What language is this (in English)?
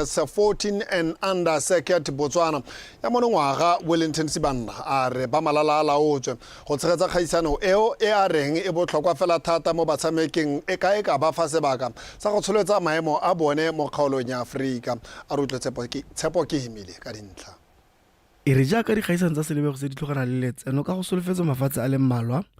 Tswana